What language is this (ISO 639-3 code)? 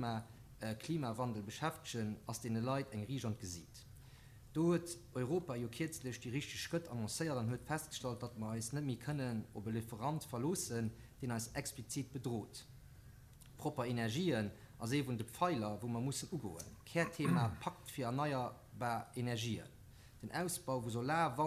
ltz